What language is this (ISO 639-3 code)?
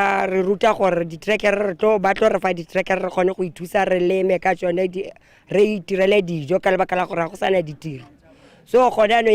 tsn